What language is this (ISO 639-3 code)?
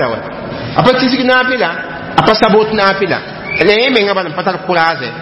mos